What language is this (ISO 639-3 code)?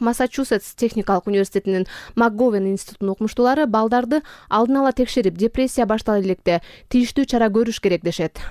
kir